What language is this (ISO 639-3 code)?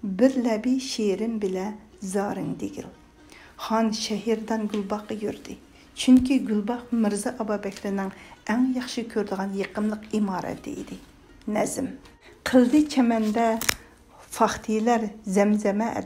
uig